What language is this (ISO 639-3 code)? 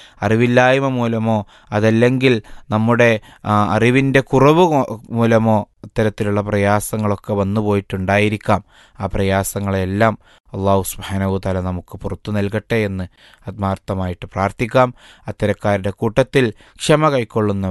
mal